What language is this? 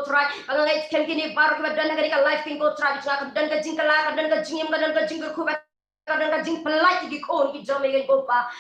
Khasi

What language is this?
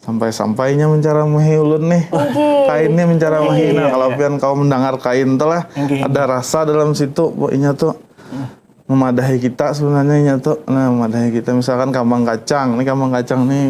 Banjar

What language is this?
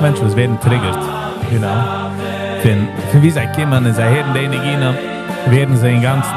Yiddish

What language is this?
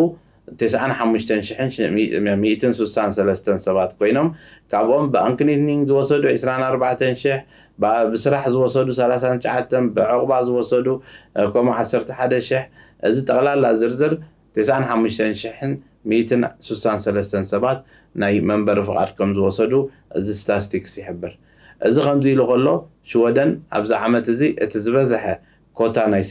Tigrinya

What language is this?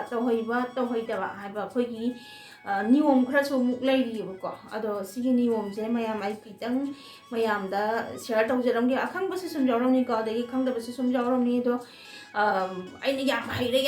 Manipuri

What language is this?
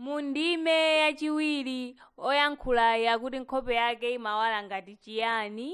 Nyanja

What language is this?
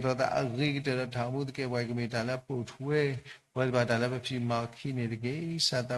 S'gaw Karen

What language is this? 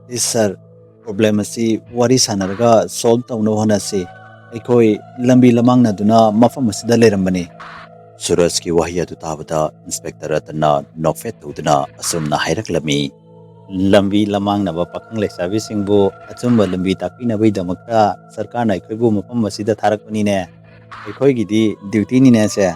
Manipuri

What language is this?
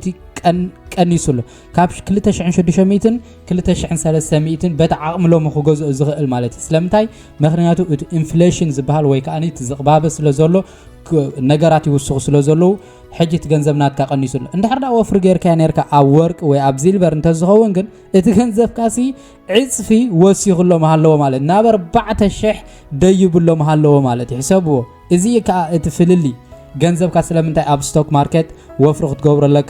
Tigrinya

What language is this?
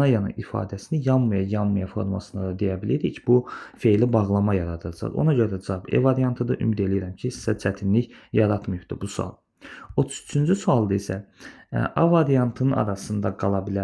Azerbaijani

